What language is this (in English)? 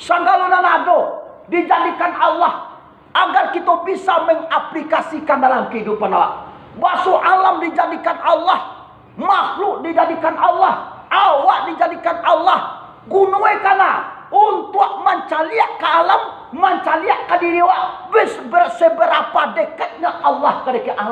Minangkabau